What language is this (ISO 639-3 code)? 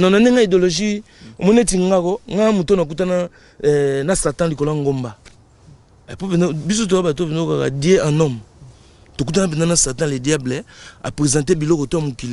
lin